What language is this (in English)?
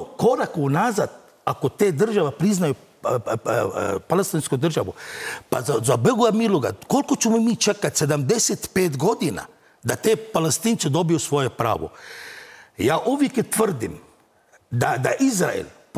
Croatian